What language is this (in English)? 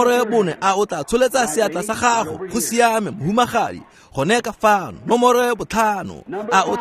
Tswana